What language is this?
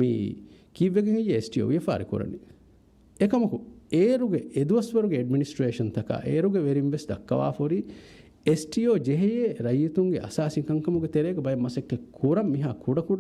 Divehi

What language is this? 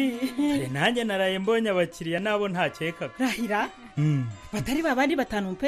Kinyarwanda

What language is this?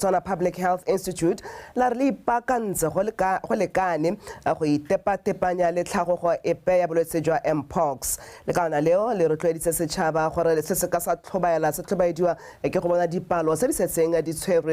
Tswana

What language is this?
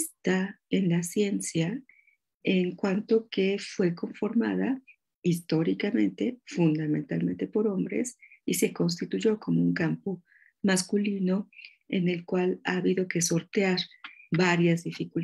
Spanish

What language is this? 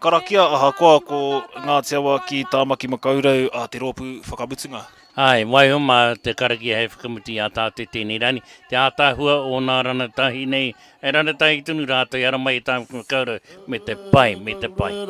Māori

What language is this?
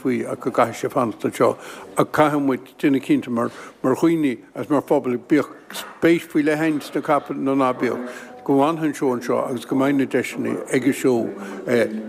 Irish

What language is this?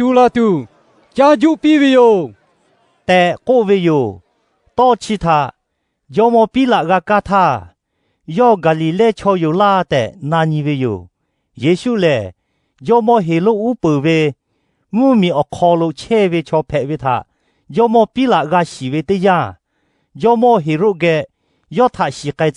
Lahu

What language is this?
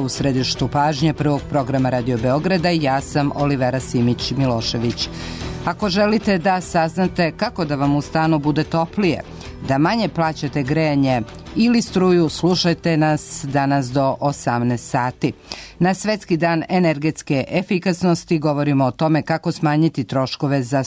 Serbian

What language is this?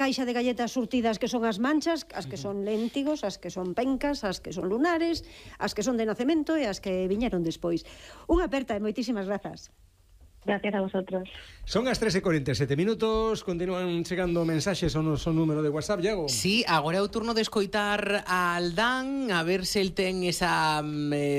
Galician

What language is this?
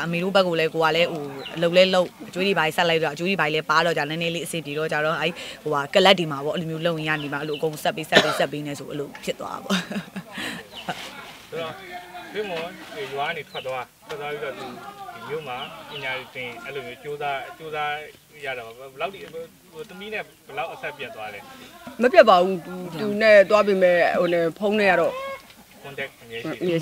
Burmese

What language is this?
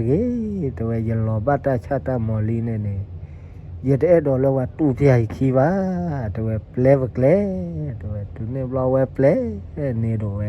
S'gaw Karen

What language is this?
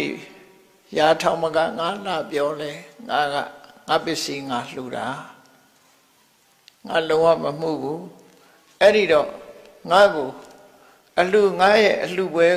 Burmese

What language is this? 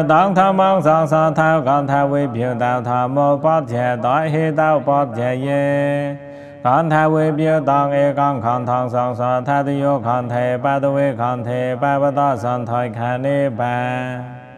Pali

